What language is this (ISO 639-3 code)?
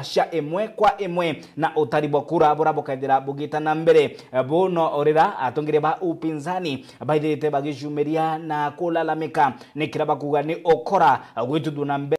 mer